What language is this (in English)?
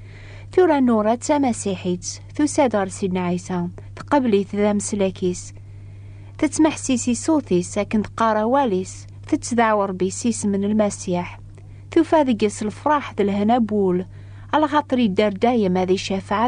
Kabyle